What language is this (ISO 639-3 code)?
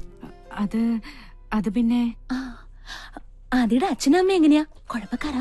mal